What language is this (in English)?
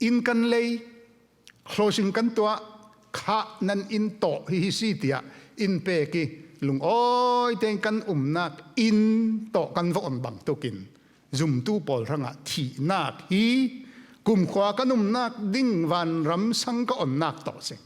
Falam Chin